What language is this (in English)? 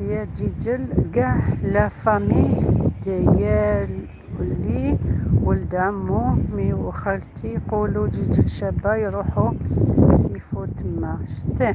Algerian Arabic